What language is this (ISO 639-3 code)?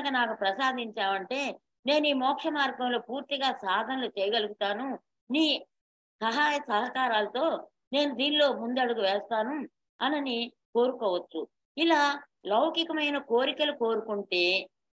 tel